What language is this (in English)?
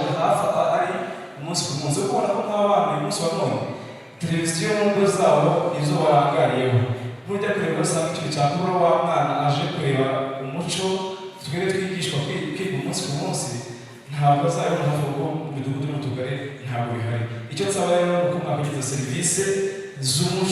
Kinyarwanda